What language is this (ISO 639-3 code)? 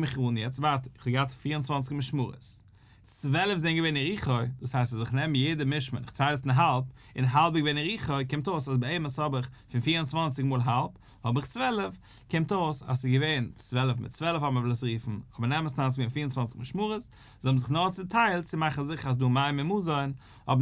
yid